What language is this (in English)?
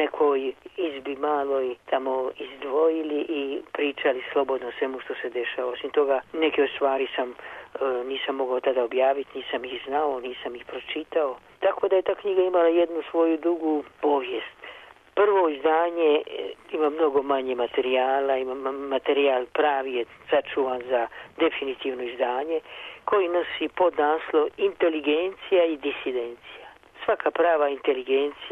Serbian